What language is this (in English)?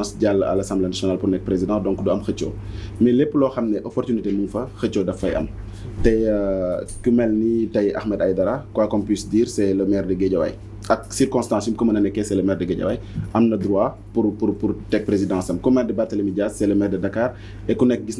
Wolof